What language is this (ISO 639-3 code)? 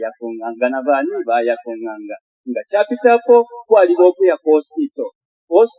bem